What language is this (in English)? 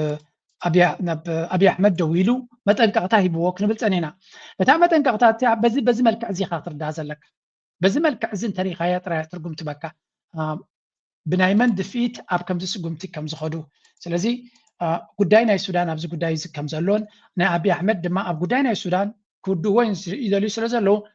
Tigrinya